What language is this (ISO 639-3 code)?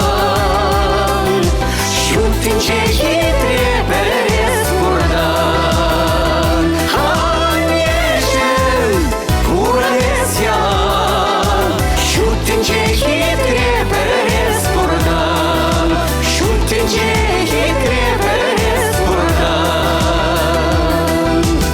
chv